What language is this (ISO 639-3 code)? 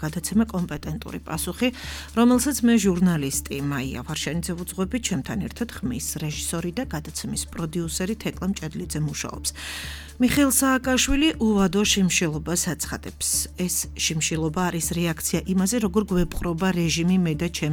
kat